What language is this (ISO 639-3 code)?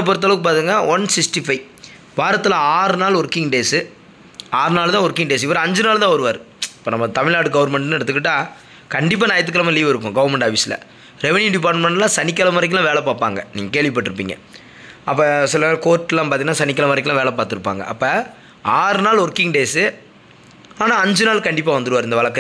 tam